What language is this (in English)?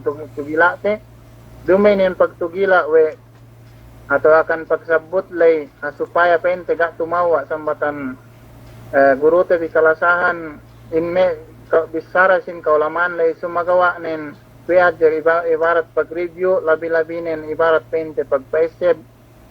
Yakan